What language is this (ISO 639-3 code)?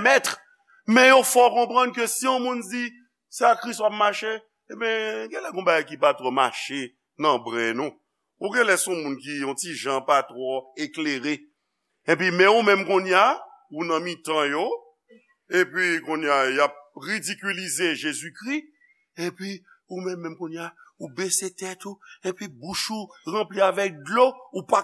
hat